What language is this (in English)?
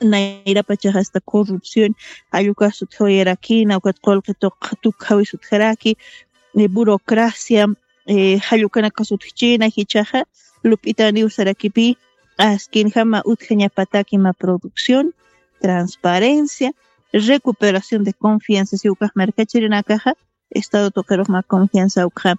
Aymara